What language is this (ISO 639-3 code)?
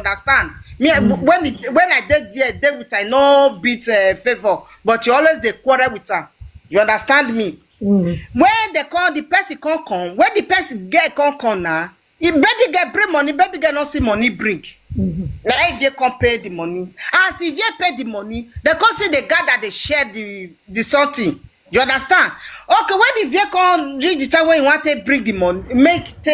pcm